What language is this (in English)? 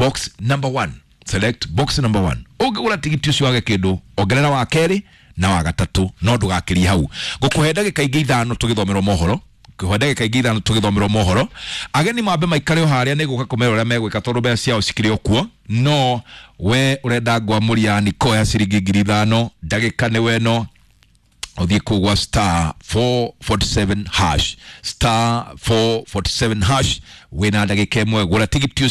Kikuyu